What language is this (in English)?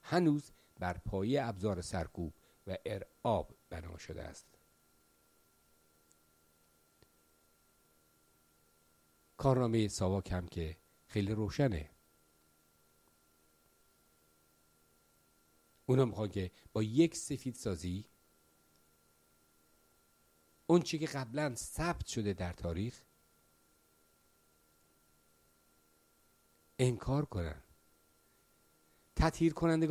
Persian